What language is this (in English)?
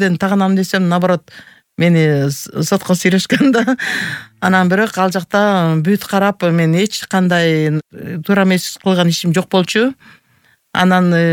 Kyrgyz